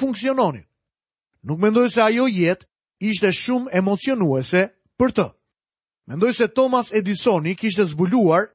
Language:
Albanian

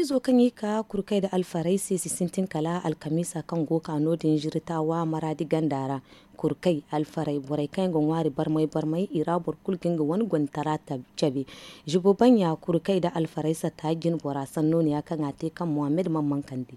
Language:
Zarma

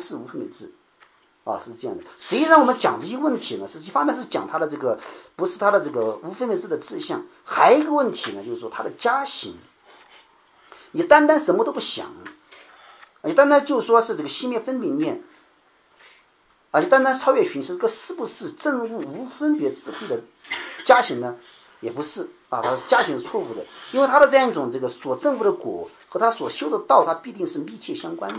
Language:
Chinese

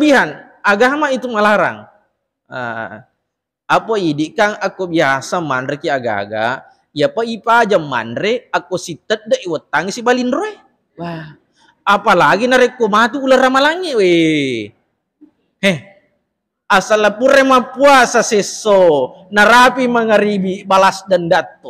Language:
Buginese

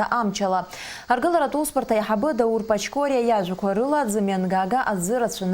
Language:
Abkhazian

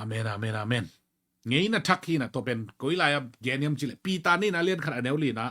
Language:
Tedim Chin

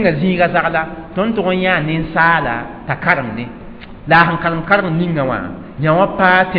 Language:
Mossi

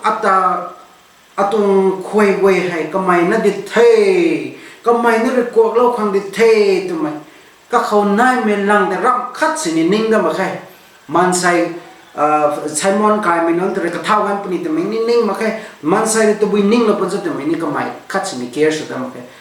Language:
Rongmei Naga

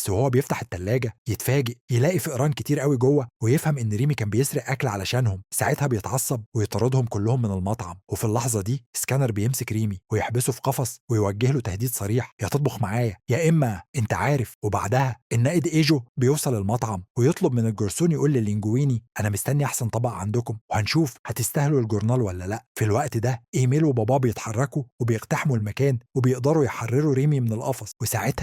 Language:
Egyptian Arabic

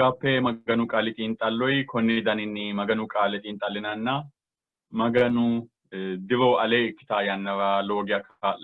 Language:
Sidamo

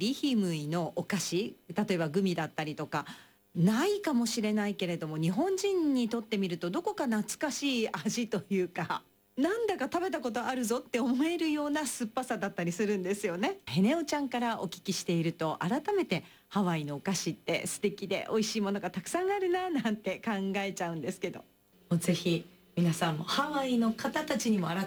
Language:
Japanese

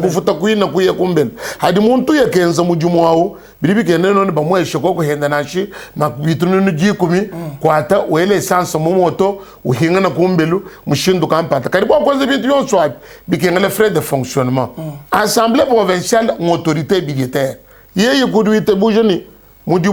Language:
Luba-Lulua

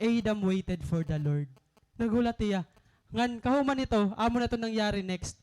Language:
Waray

